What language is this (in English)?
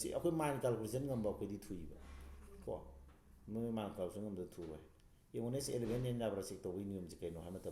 Manipuri